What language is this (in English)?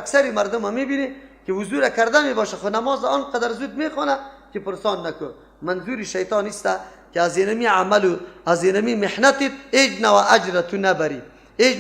Persian